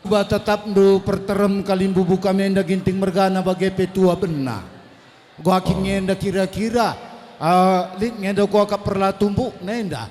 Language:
Batak Karo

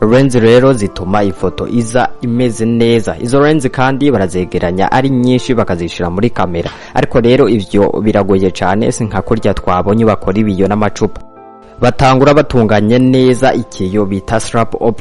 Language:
Rundi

